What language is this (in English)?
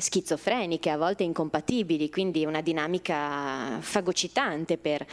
Italian